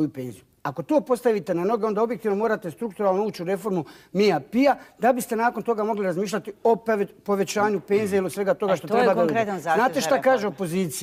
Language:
Bosnian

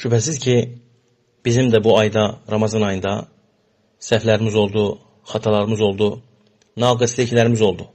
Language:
Azerbaijani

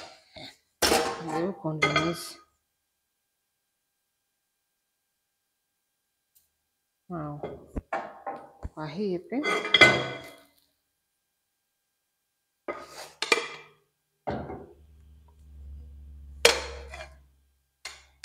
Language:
Kinyarwanda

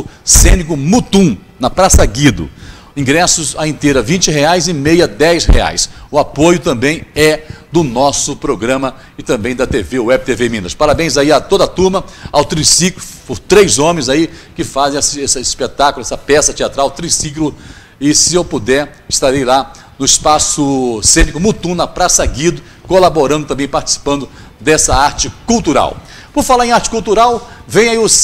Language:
Portuguese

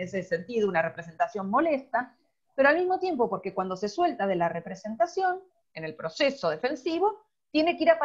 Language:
Spanish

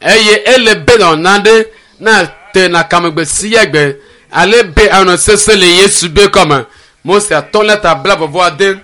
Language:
Ewe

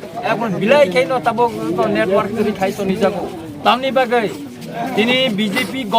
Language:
Kok Borok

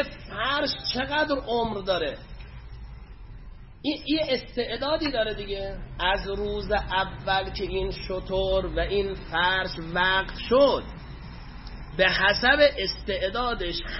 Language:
Persian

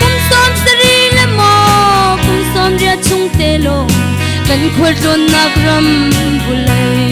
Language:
Hakha Chin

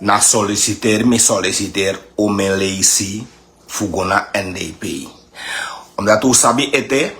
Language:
Sranan Tongo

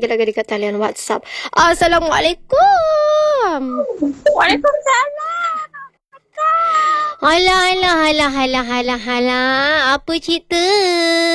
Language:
Malay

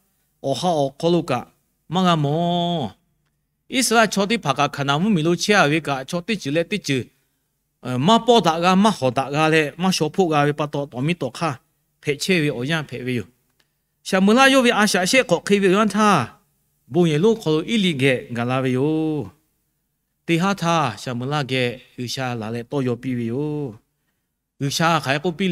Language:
Lahu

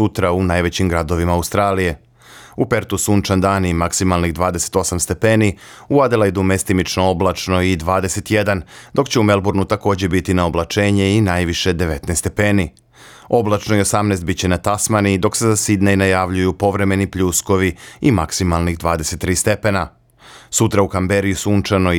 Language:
Serbian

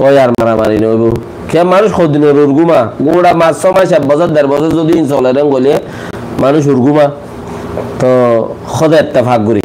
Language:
Rohingya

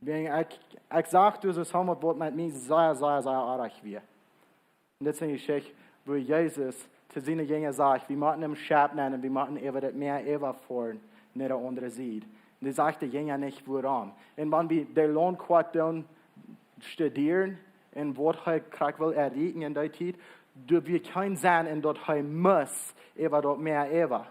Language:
Plautdietsch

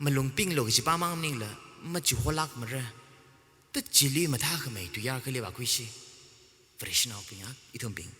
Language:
Tangkhul Naga (India)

